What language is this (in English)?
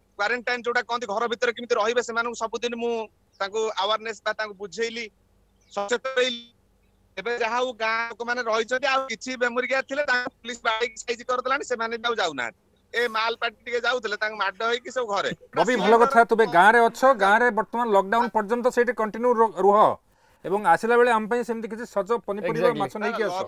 Odia